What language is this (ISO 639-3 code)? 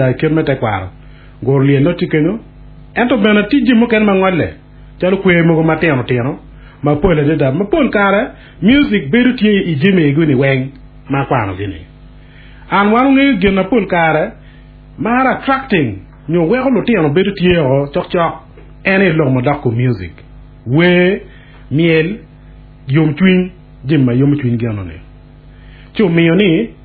ach